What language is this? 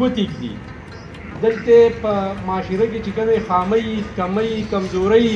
Pashto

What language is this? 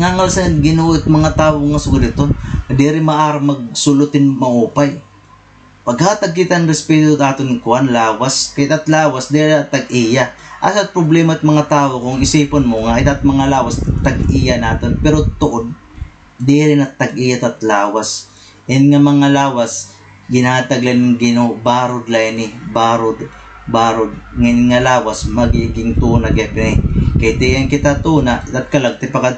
Waray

